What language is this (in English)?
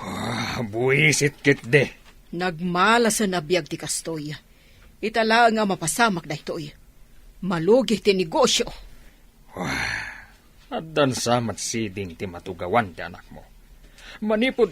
Iloko